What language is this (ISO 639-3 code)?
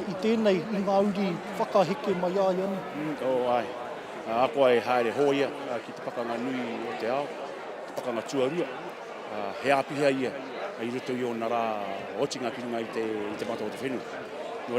mri